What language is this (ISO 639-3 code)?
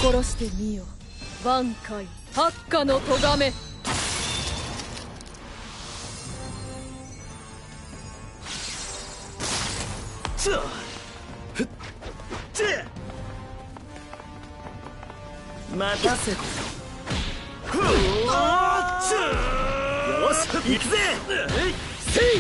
jpn